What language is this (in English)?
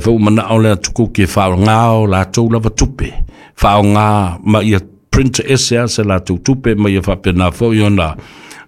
Samoan